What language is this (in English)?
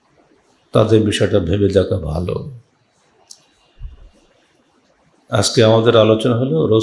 Bangla